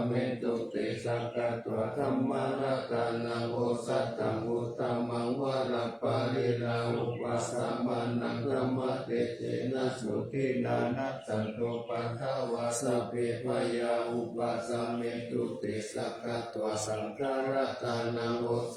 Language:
Pali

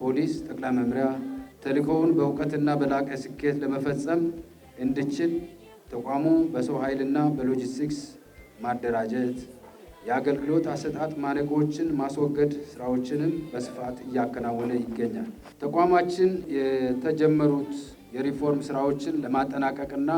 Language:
Amharic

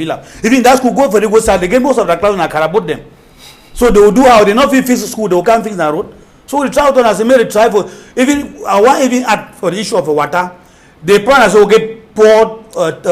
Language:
Cameroon Pidgin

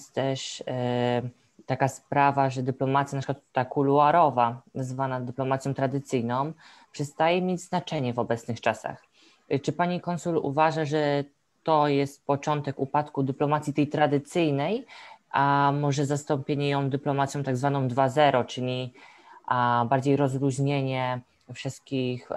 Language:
Polish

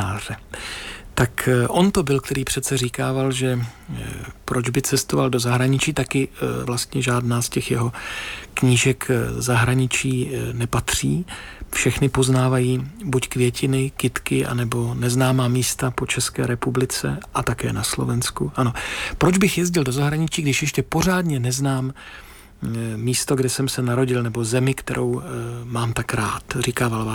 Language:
Czech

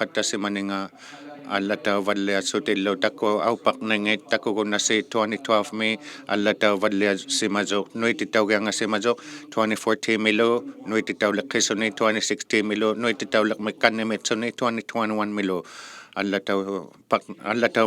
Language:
Inuktitut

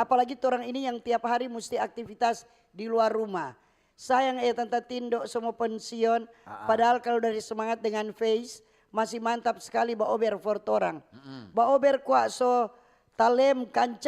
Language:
Manado Malay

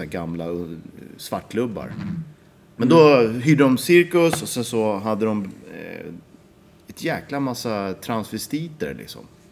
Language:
Swedish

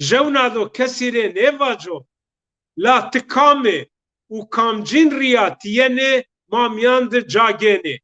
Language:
Zaza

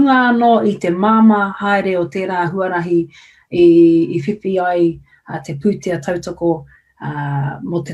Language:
Māori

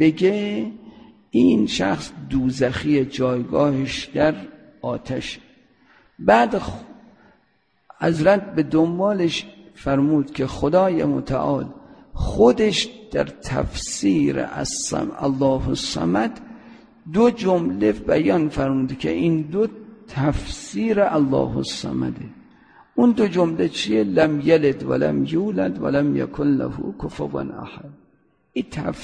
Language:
Persian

